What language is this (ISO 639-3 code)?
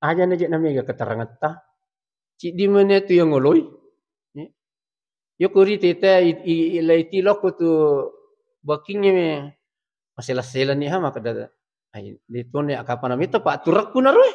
bug